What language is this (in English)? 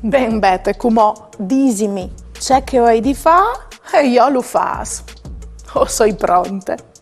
Friulian